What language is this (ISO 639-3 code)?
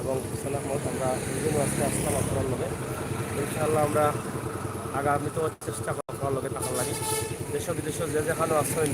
syl